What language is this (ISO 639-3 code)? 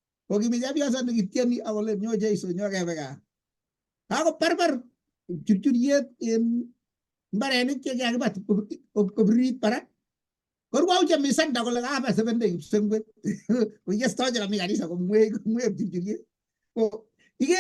kln